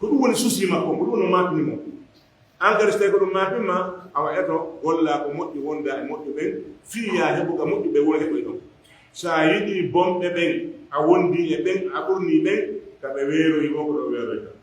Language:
Pular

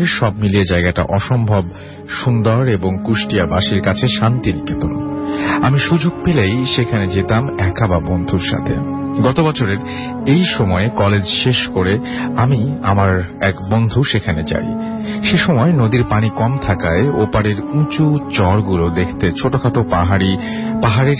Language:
Bangla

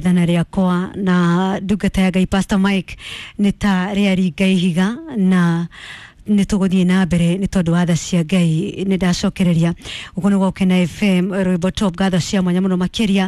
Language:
Kikuyu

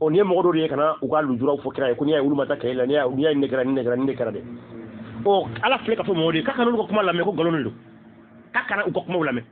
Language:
Bambara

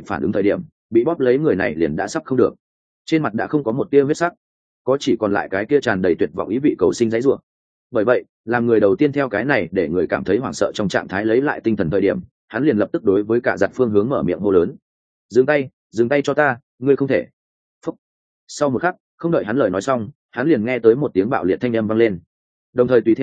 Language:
Vietnamese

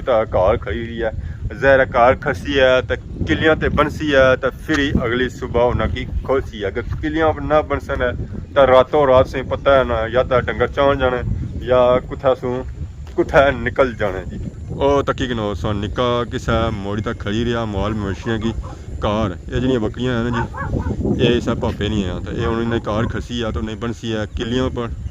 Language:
Pahari-Potwari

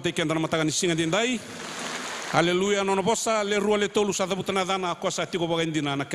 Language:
Fijian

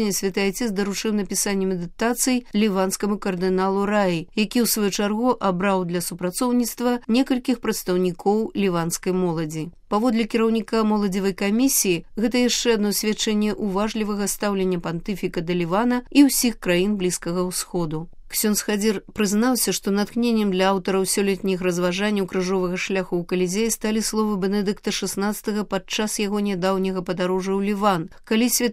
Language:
Belarusian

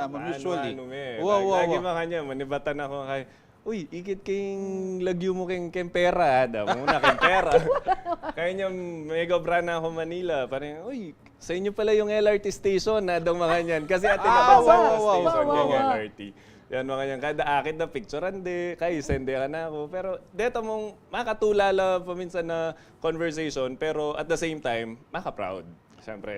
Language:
Pampanga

